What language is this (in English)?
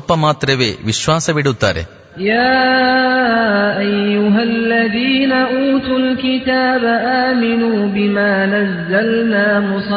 Kannada